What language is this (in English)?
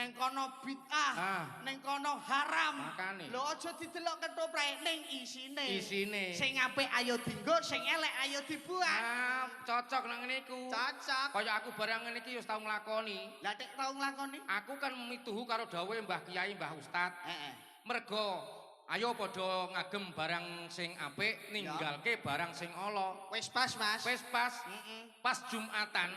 Javanese